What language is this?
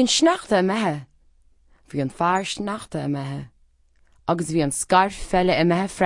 Irish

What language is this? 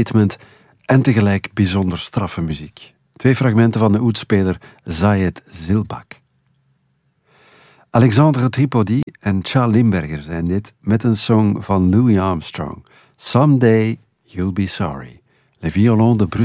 Dutch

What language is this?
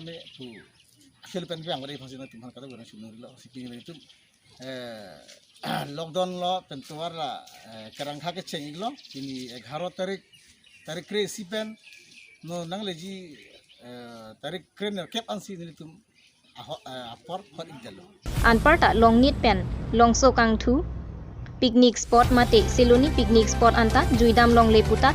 Karbi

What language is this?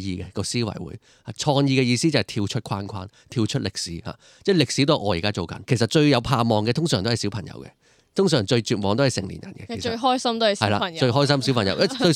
Cantonese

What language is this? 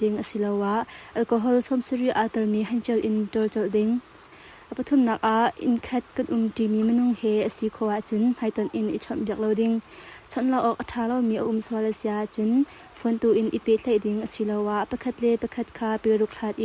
Hakha Chin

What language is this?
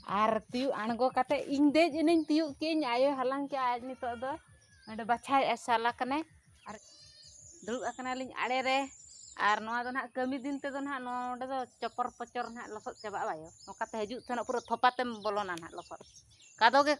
Santali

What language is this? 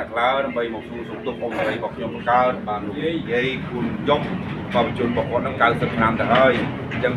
Khmer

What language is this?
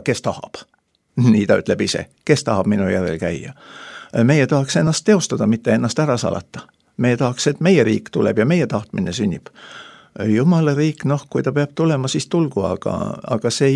Estonian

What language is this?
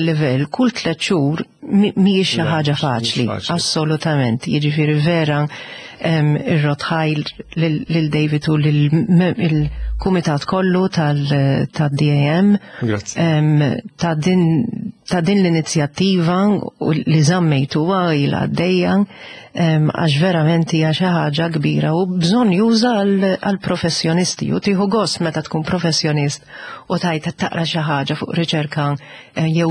Maltese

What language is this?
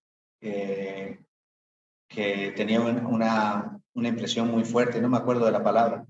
Spanish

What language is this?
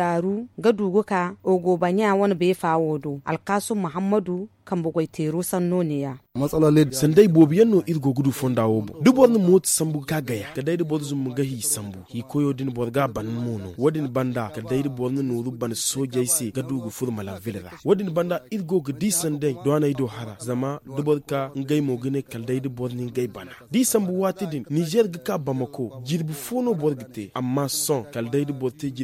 Zarma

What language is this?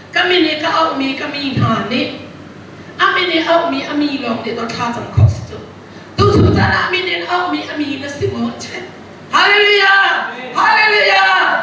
Hakha Chin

